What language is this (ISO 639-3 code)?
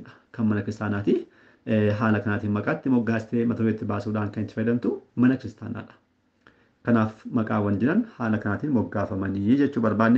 orm